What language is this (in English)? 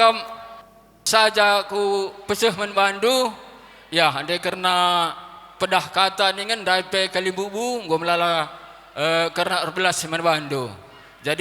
Batak Karo